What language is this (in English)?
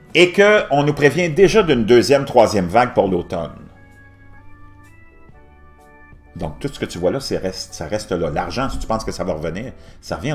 French